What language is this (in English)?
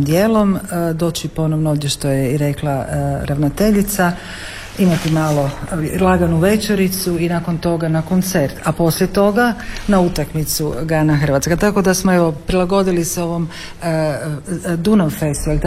Croatian